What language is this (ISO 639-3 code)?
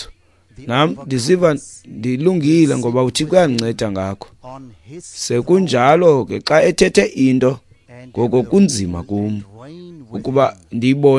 xho